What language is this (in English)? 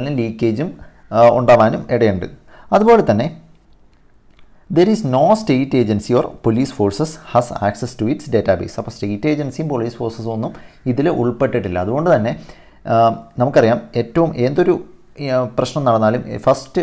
Malayalam